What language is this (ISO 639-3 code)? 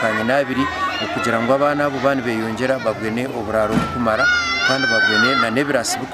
nyn